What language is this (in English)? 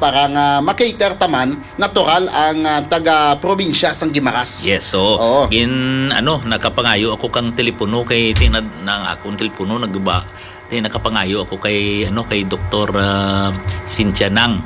Hiligaynon